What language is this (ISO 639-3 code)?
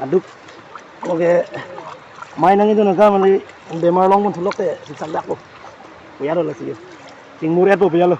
mjw